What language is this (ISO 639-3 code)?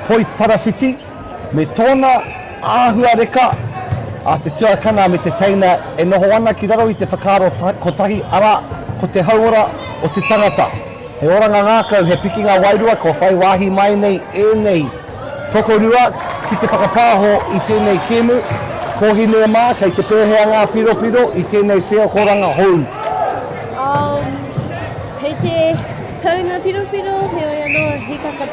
mri